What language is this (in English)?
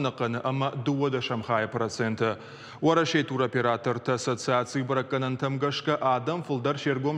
Ossetic